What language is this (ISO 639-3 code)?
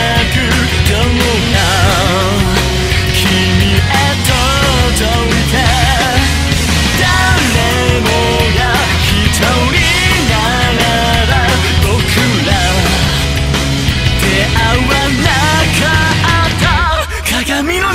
jpn